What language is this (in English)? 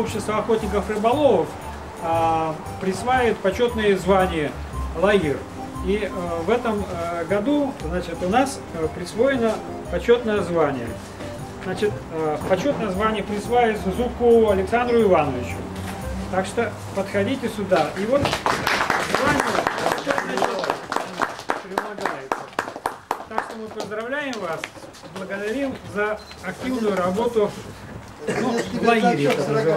Russian